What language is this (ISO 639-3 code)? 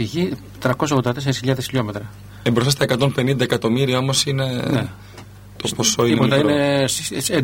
ell